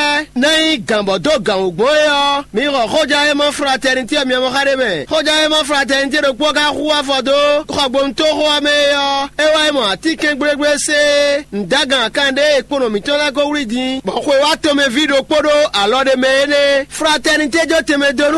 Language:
Fon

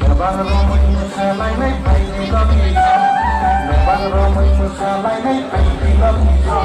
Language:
Kok Borok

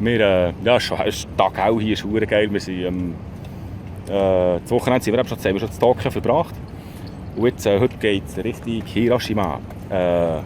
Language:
Swiss German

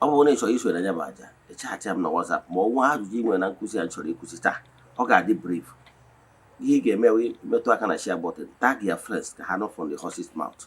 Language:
Igbo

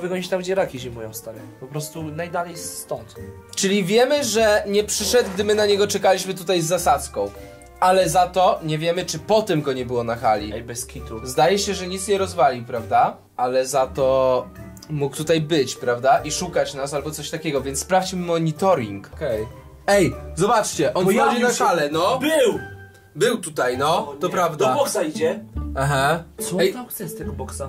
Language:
Polish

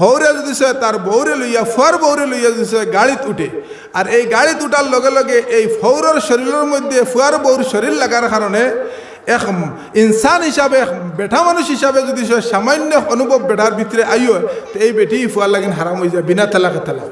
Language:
Sylheti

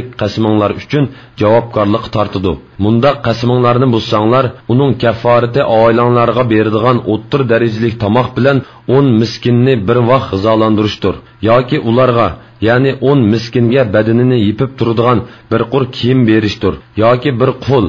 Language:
Uyghur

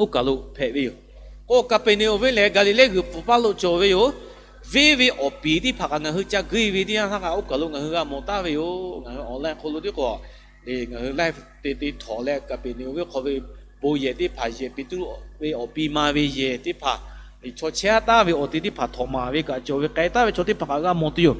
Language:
Lahu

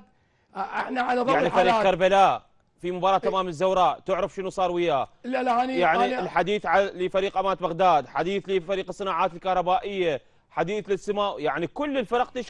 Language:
Mesopotamian Arabic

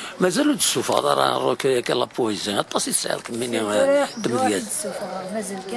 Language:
Kabyle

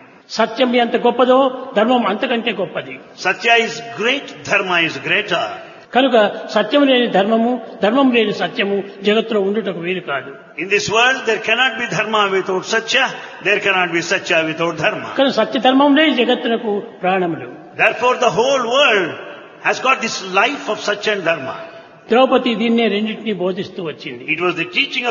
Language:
Telugu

